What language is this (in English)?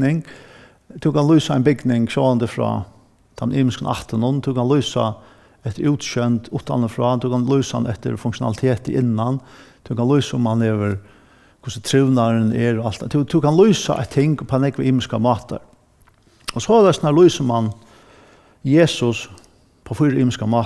Faroese